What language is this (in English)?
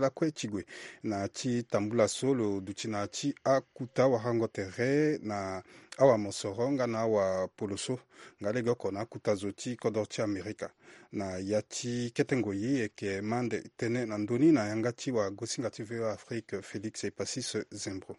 Sango